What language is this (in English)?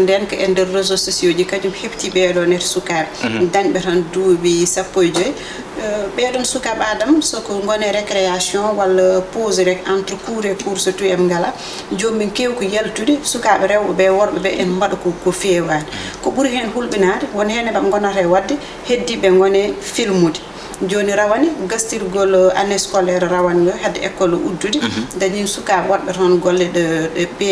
Fula